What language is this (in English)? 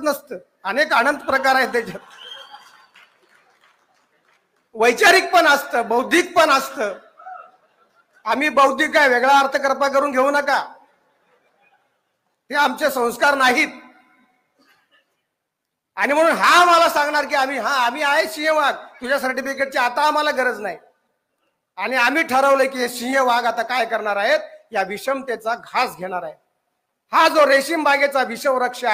Marathi